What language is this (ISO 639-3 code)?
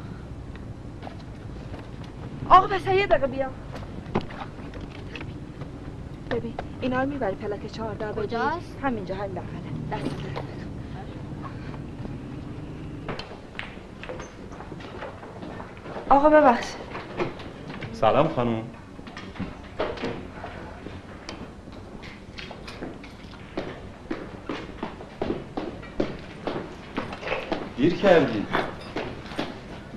fas